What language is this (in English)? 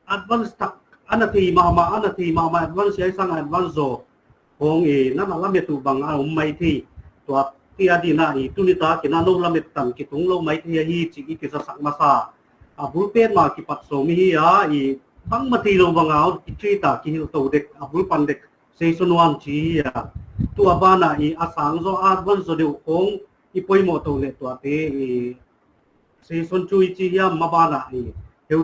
Paite Chin